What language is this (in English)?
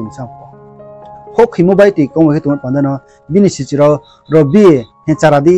Riang (India)